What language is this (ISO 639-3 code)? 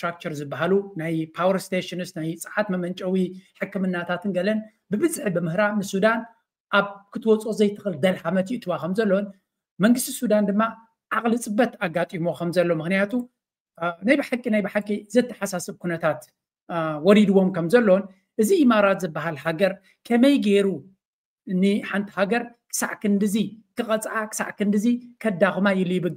tir